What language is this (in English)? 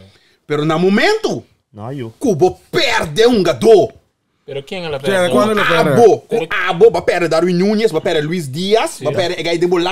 Papiamento